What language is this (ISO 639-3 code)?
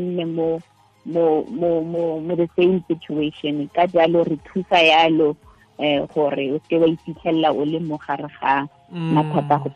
tsn